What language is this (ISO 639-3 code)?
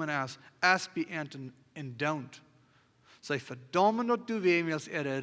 pdt